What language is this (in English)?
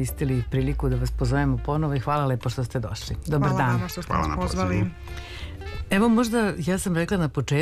Serbian